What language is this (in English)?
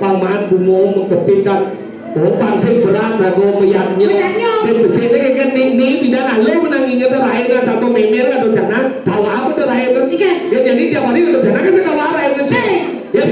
Balinese